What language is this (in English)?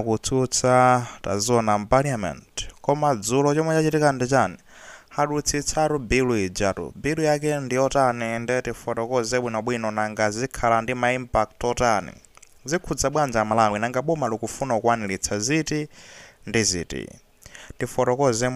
Nyanja